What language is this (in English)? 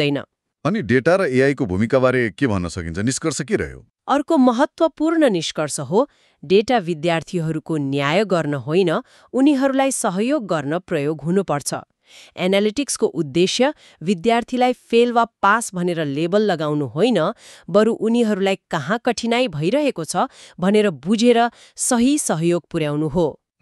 Nepali